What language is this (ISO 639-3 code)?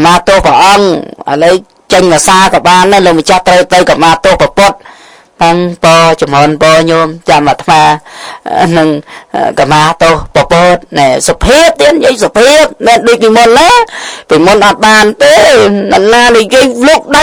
khm